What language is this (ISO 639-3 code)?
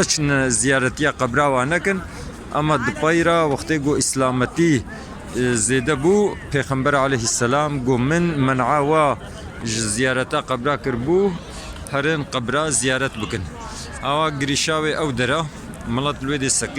kur